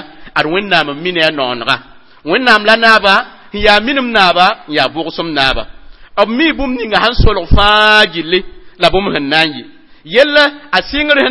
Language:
Mossi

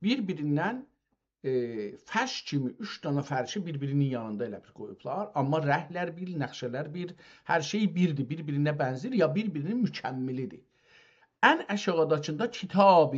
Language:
South Azerbaijani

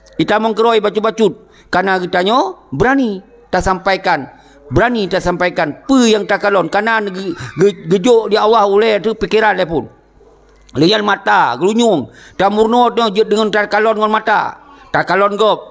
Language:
Achinese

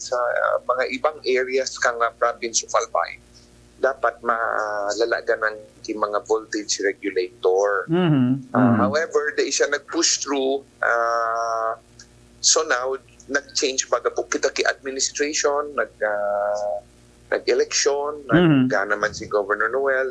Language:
Bikol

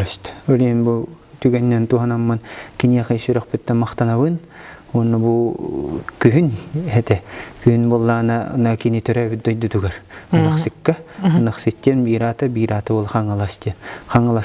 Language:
Yakut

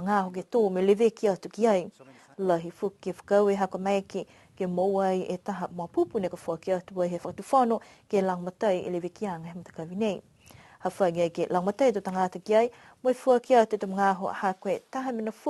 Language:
Niuean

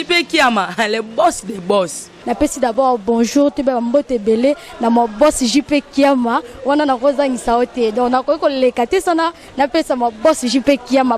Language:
Lingala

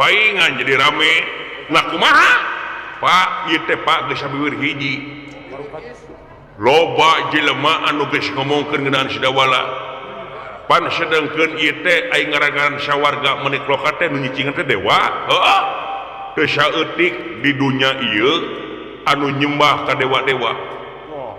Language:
Sundanese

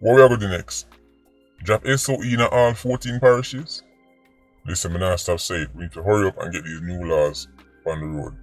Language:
Jamaican Creole English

